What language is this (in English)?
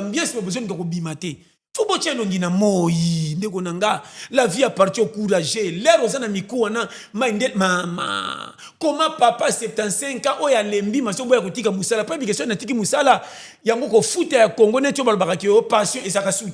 Lingala